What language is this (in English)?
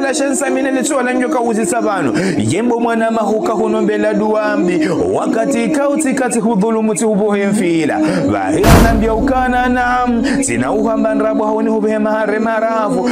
Ngazidja Comorian